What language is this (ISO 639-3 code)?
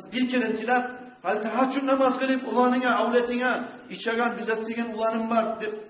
kum